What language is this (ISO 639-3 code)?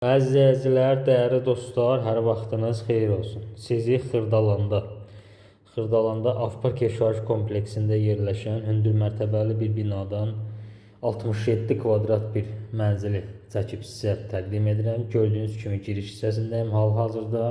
aze